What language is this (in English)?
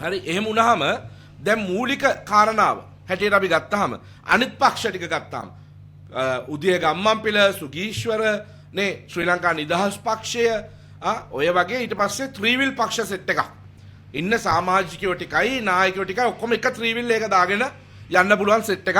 Sinhala